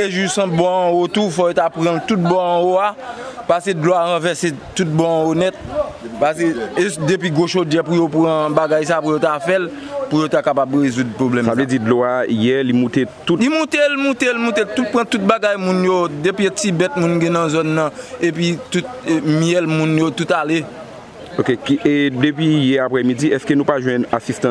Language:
Haitian Creole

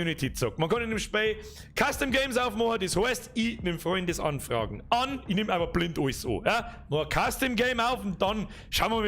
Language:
Bavarian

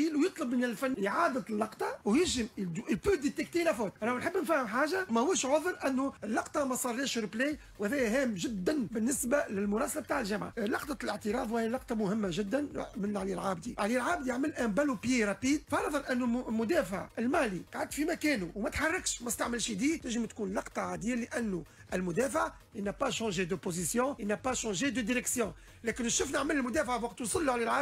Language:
Tunisian Arabic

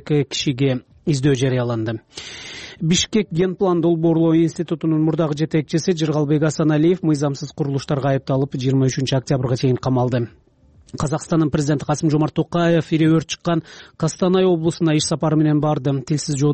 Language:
Kyrgyz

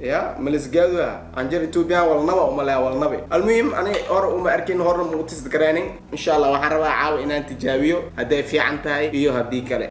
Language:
Somali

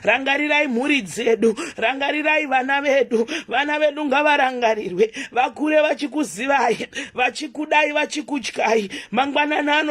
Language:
Shona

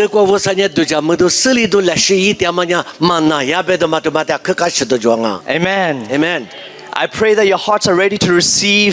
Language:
Lisu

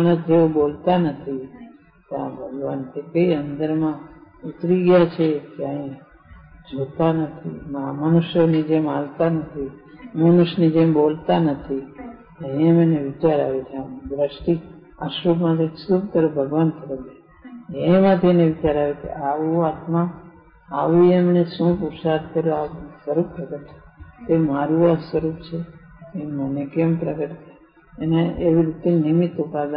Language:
Gujarati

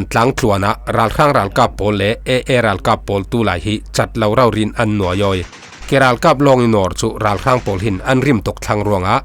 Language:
Falam Chin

